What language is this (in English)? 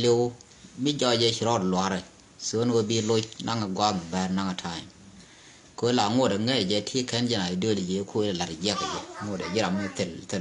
Nuer